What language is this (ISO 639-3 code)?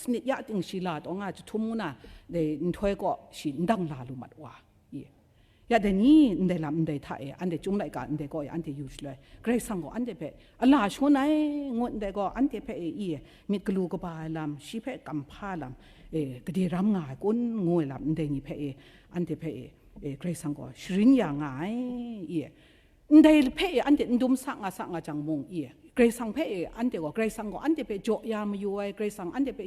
kac